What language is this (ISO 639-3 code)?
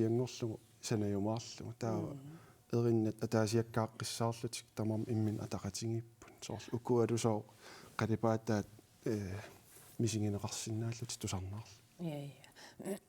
kal